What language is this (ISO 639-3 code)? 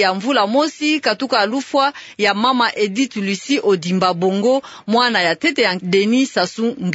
ktu